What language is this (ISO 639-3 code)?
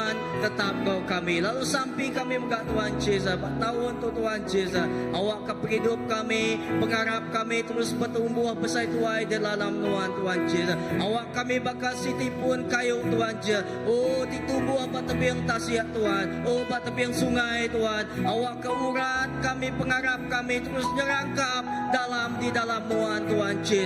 iba